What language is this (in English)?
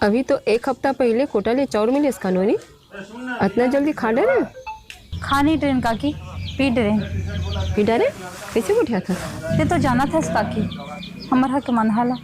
Chhattisgarhi